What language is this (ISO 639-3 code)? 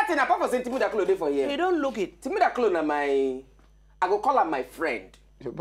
pcm